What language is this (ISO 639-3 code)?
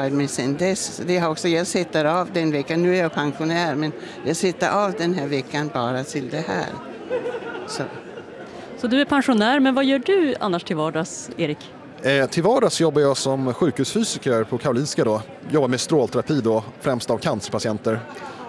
swe